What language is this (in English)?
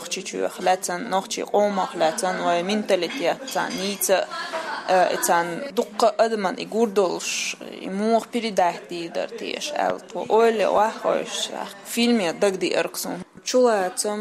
Chechen